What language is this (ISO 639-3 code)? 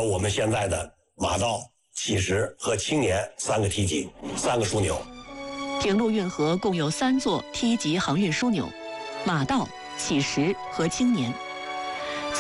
zho